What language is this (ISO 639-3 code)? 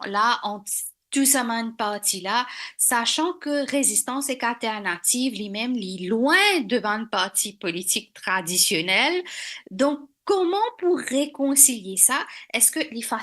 mfe